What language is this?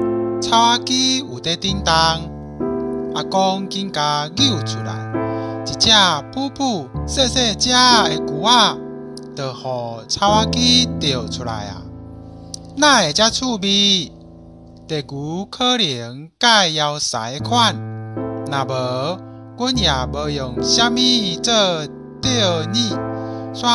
Min Nan Chinese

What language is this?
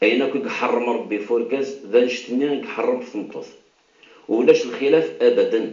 Kabyle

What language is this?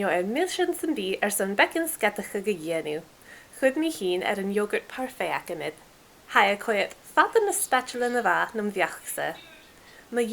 Scottish Gaelic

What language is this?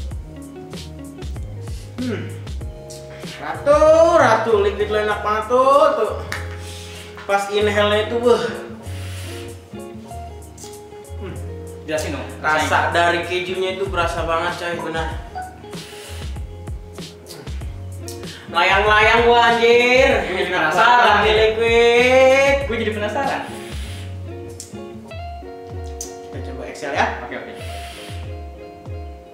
Indonesian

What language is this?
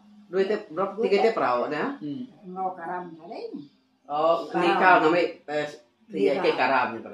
Iban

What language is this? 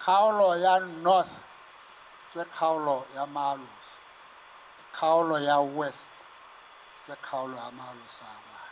Tswana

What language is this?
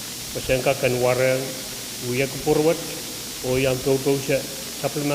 Pohnpeian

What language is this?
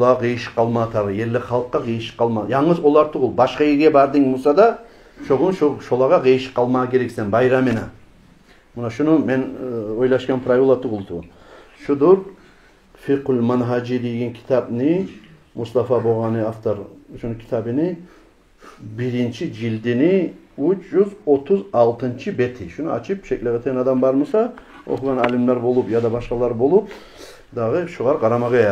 Kumyk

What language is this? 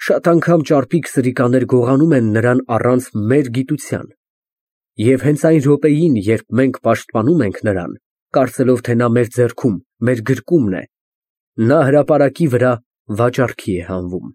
Armenian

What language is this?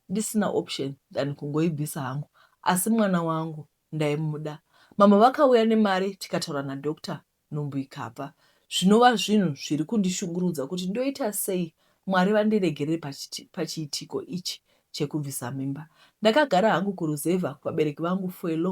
Shona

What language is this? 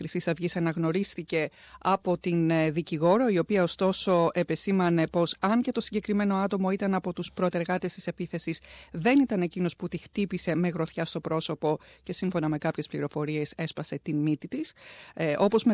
Greek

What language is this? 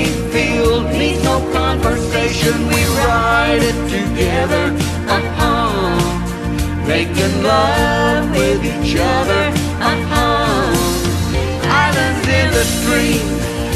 English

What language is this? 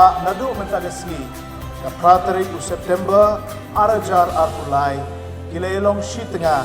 Khasi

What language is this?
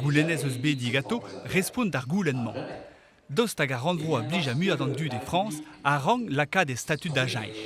Breton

